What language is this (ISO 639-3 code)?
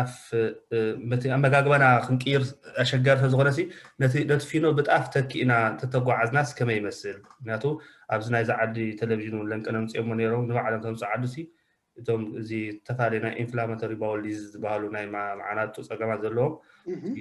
tir